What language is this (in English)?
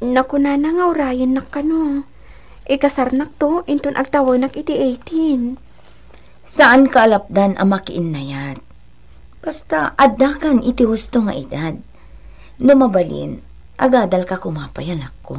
Iloko